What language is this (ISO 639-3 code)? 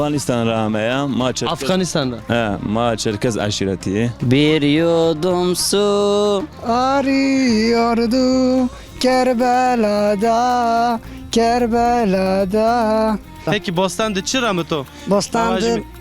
zza